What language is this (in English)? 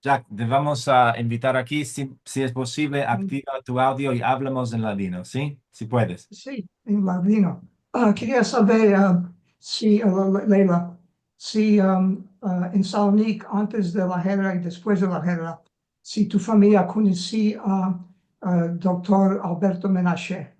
Ladino